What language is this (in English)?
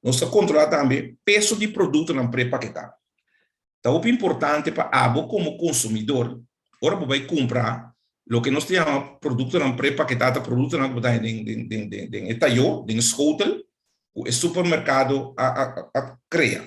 Papiamento